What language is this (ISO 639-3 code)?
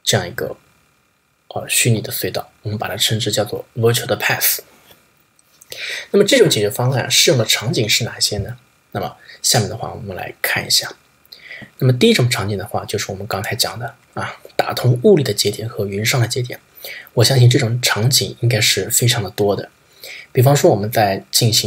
zho